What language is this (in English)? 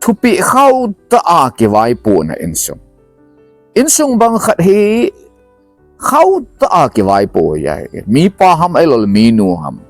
Thado Chin